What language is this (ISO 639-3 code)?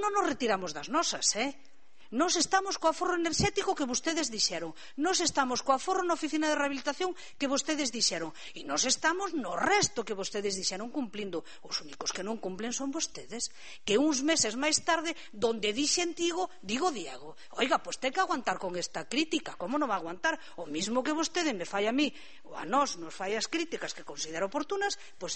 glg